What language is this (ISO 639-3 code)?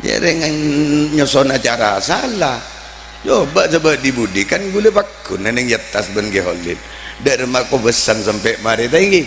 mad